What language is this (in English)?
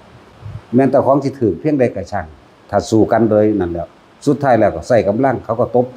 Northeastern Thai